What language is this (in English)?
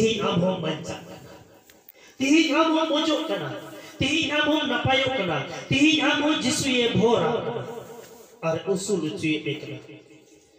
Santali